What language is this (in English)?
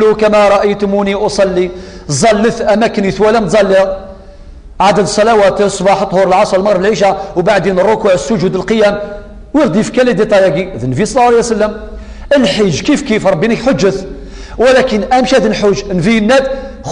Kabyle